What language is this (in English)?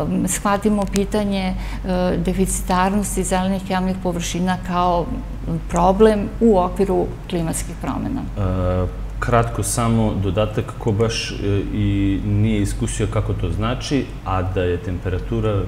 Serbian